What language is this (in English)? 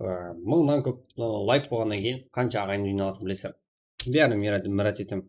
Kara-Kalpak